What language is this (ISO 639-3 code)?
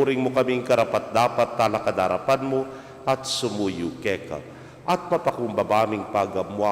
pam